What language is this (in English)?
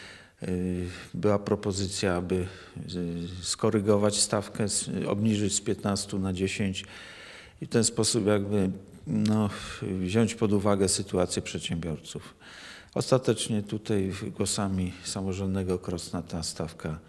Polish